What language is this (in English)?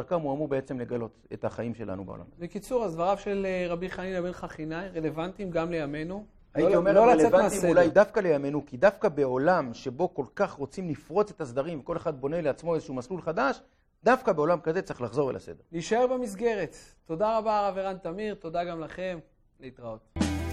Hebrew